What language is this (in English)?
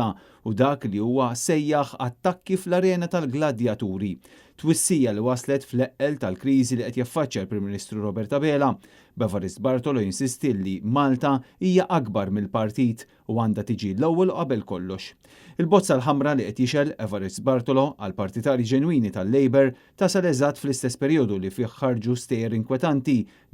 Maltese